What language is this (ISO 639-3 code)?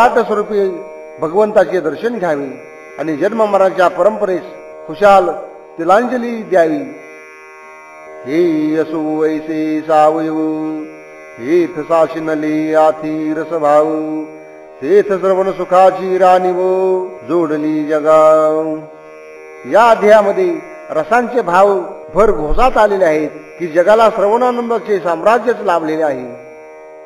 mar